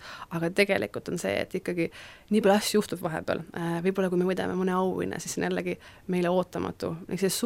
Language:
Estonian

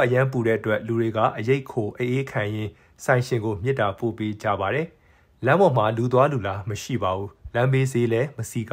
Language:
Burmese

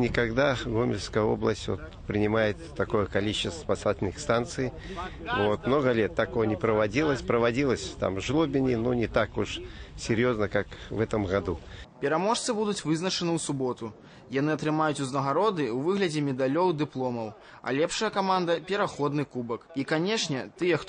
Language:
Belarusian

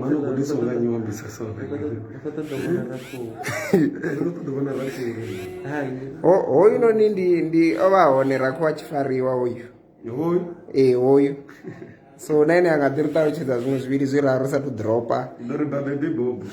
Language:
Venda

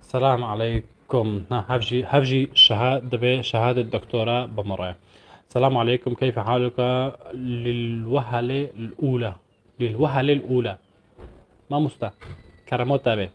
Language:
North Levantine Arabic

